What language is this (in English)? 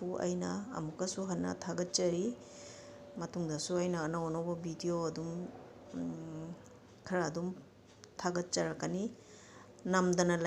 Manipuri